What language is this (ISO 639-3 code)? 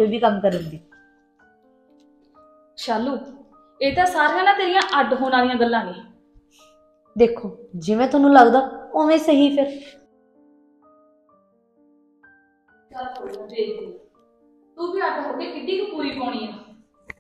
pan